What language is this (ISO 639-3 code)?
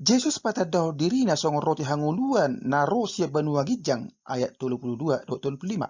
bbc